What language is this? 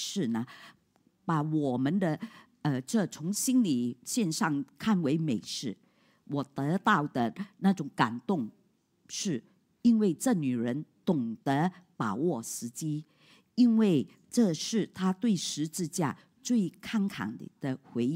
Chinese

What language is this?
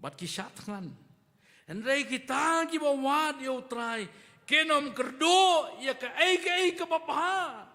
Khasi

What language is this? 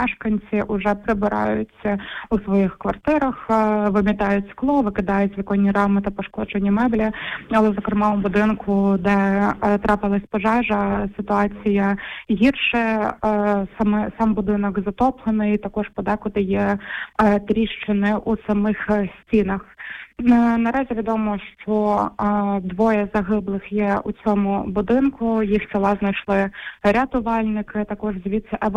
Ukrainian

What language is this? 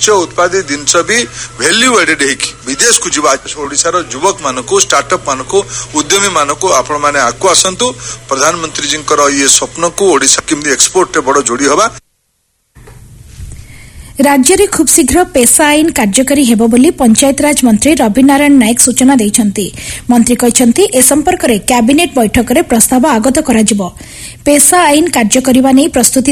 Odia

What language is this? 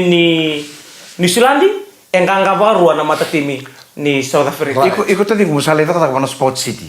Fijian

